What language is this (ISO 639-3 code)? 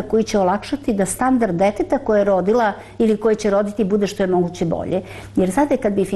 srp